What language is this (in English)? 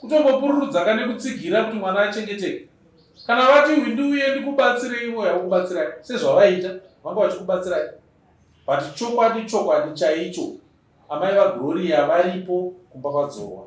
Shona